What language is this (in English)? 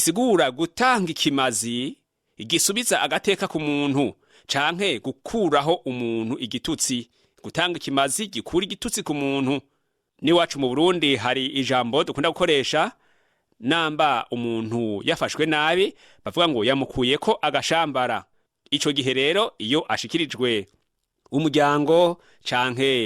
Rundi